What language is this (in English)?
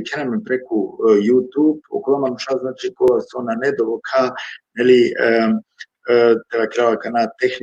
Balkan Romani